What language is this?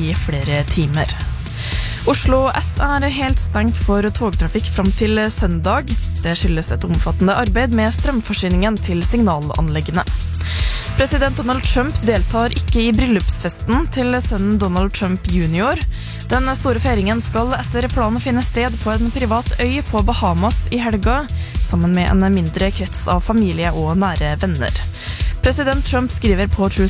Norwegian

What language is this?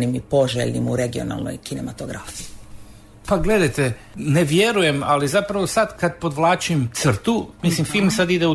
Croatian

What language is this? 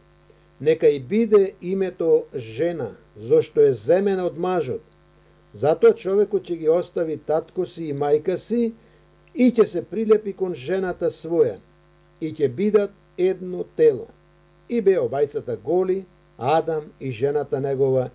Macedonian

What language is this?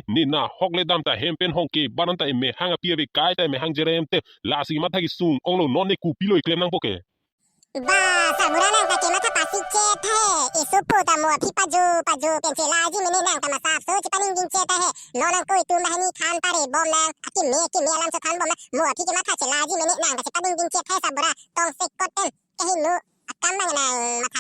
Karbi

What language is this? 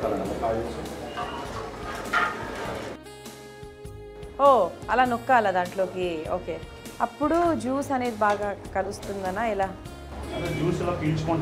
Telugu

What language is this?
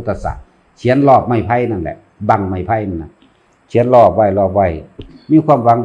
Northeastern Thai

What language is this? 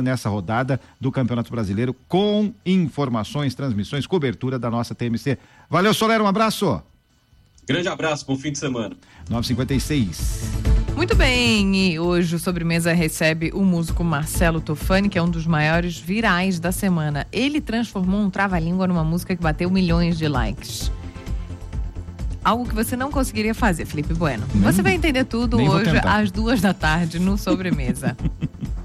Portuguese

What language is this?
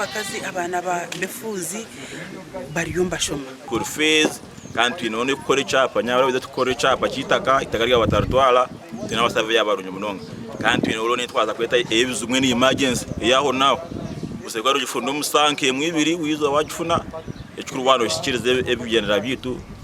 Nyankole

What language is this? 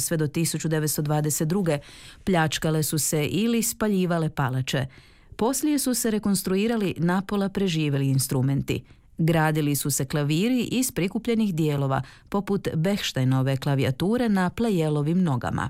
Croatian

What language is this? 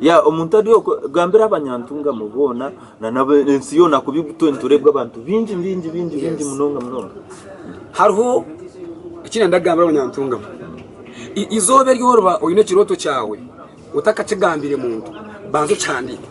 Nyankole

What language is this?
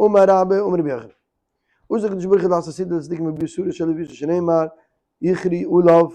Yiddish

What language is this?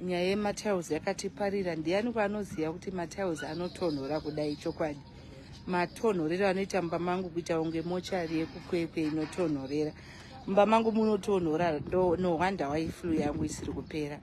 Shona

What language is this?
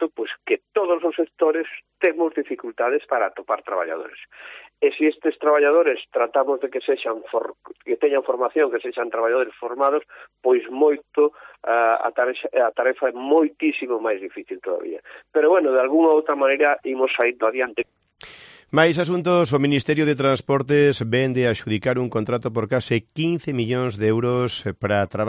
Galician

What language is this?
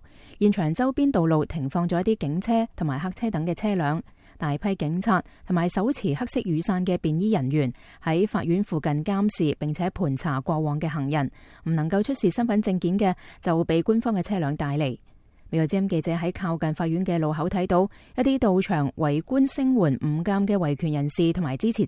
Cantonese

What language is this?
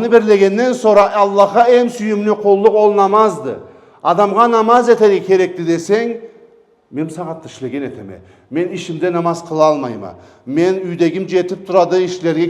Karachay-Balkar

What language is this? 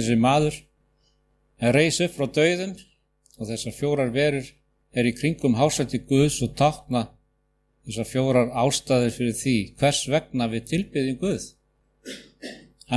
Icelandic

